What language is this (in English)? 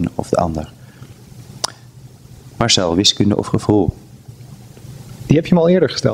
Dutch